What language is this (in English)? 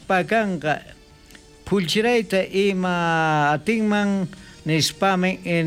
South Bolivian Quechua